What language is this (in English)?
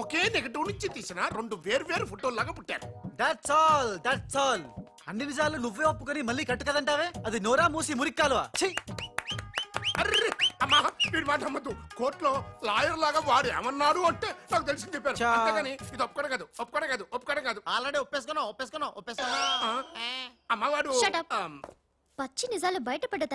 Telugu